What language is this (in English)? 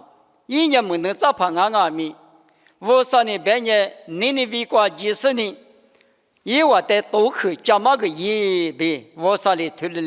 Lisu